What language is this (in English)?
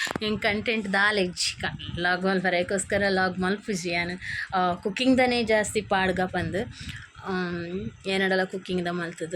Tulu